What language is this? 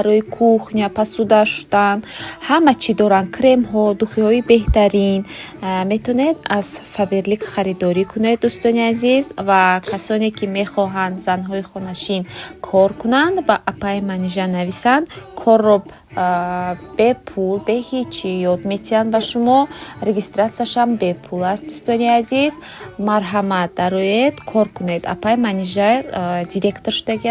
Tajik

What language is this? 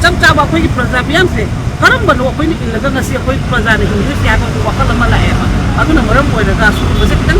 Manipuri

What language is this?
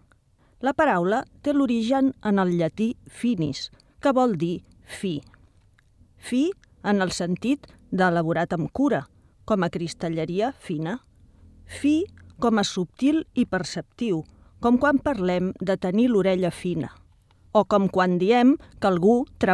Catalan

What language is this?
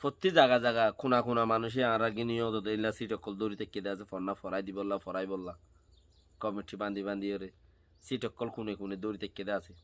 Rohingya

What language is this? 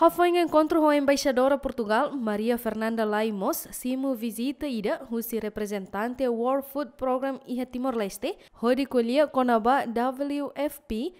Tetum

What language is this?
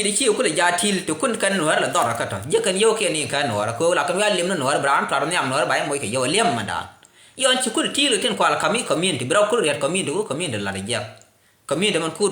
Nuer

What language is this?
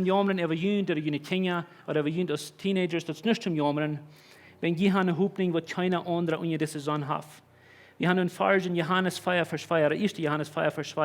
Plautdietsch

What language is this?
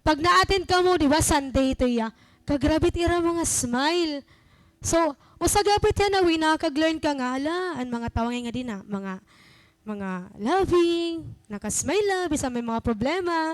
Waray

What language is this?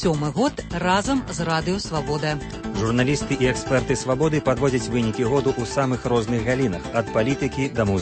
Belarusian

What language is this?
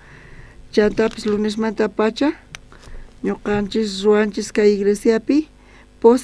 South Bolivian Quechua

